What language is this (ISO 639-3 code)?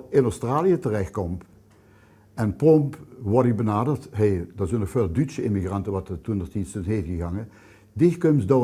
lim